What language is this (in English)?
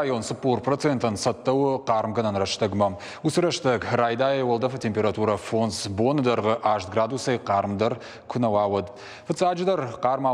Ossetic